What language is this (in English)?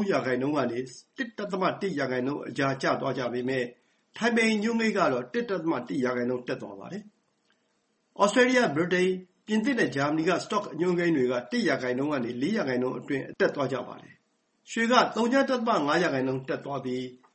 Burmese